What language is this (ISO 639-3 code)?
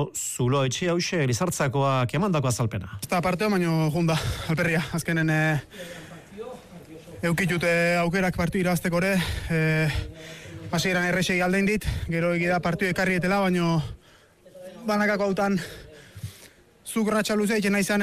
eus